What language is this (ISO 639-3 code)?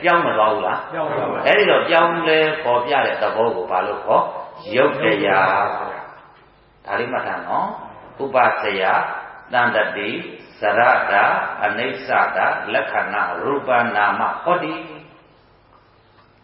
mya